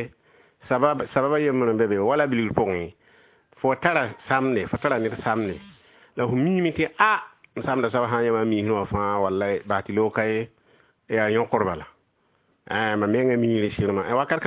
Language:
Mossi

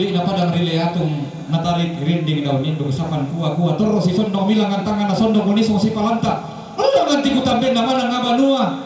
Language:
Toraja-Sa'dan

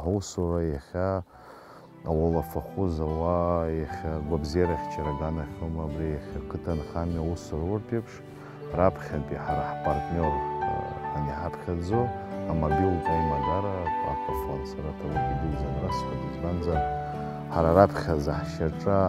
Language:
Abkhazian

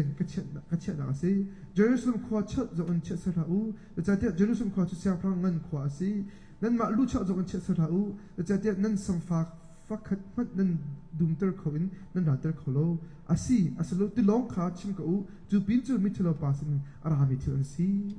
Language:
Hakha Chin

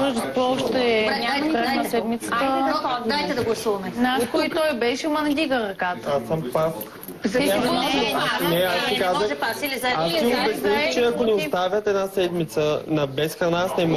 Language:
Bulgarian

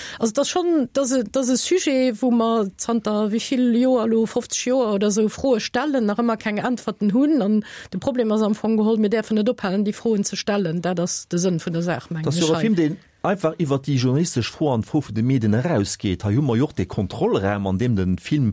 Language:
Luxembourgish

